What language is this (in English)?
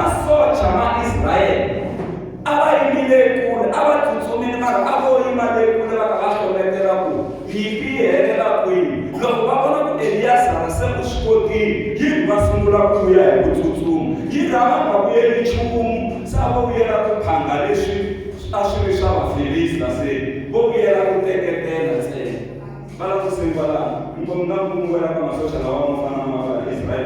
Tsonga